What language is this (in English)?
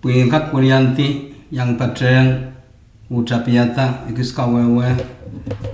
Pohnpeian